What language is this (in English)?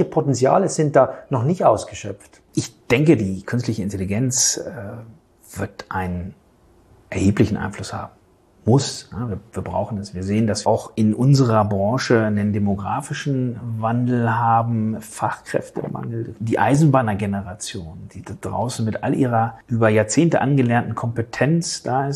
German